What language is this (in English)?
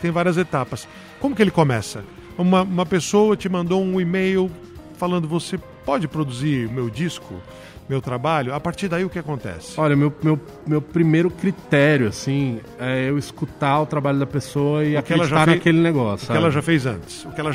Portuguese